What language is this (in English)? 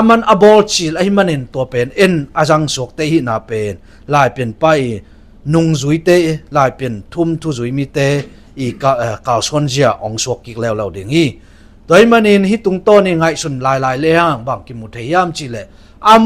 Tedim Chin